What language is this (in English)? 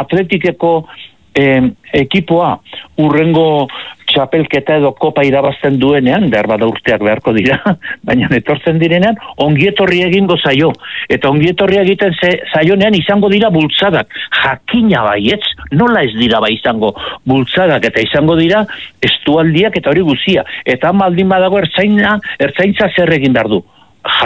Basque